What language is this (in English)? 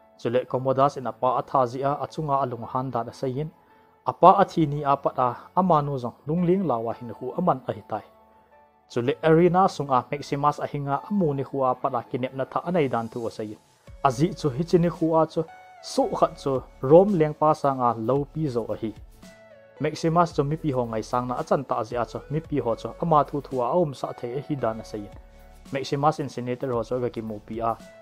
Thado Chin